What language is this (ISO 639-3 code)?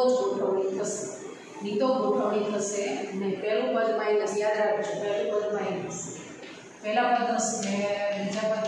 guj